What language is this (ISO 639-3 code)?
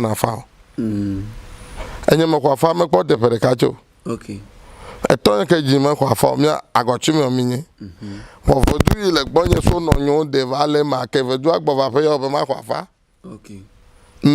ewe